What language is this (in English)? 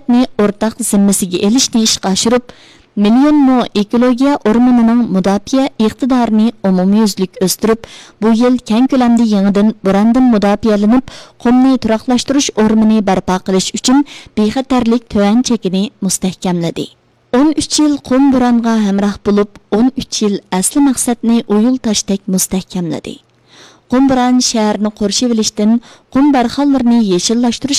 Uyghur